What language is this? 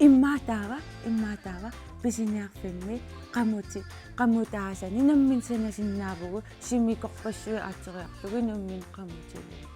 Kalaallisut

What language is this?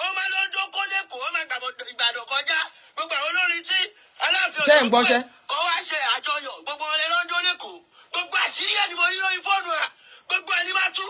Yoruba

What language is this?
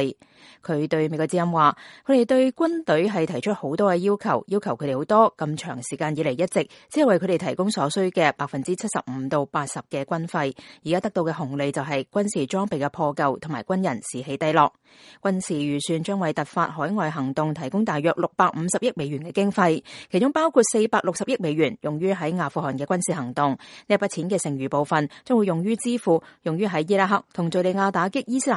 Cantonese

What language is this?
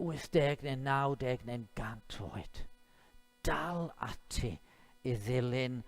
Welsh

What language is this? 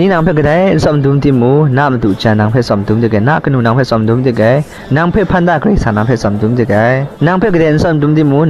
Kachin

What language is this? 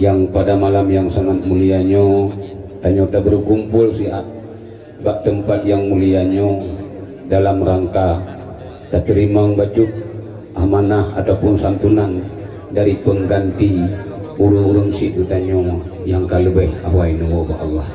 Achinese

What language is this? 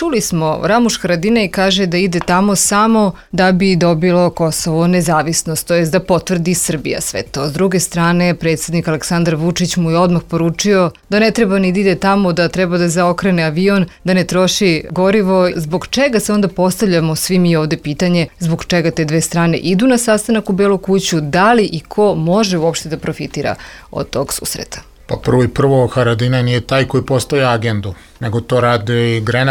Serbian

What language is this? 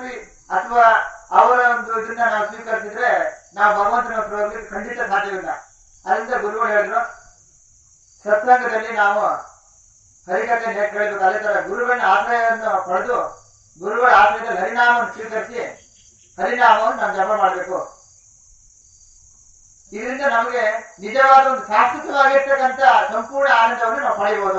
Kannada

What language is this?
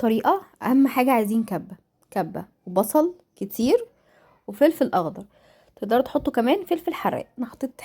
Egyptian Arabic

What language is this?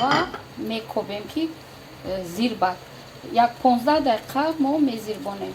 Tajik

